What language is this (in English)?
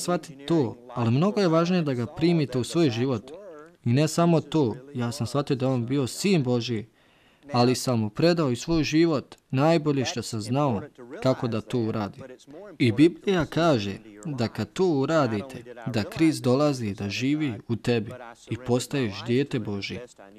Bosnian